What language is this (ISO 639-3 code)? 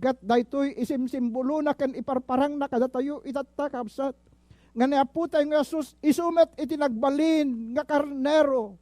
ilo